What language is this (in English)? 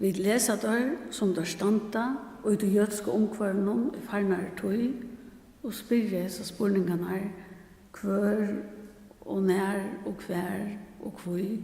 Faroese